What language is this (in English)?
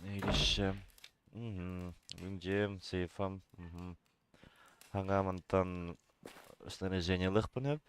Yakut